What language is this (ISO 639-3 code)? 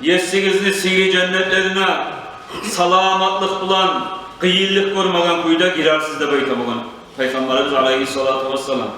kum